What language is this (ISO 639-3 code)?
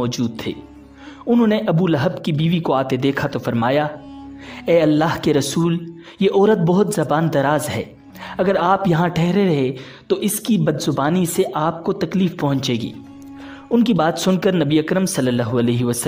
urd